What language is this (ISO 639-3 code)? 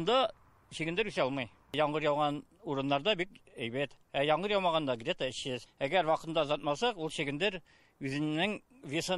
tat